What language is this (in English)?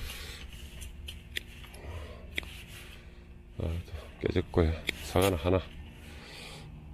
Korean